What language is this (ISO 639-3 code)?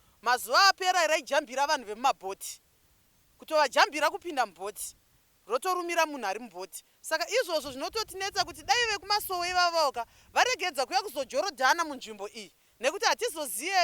sna